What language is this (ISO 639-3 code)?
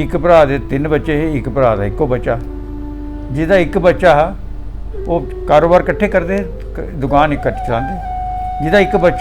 doi